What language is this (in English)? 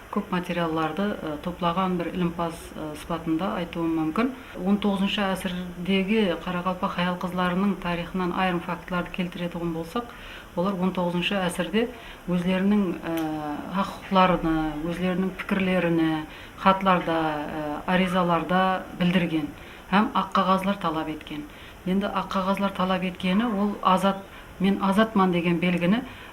Kara-Kalpak